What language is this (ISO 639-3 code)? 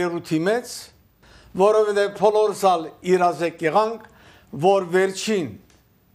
hye